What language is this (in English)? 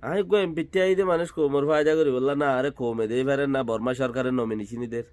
Rohingya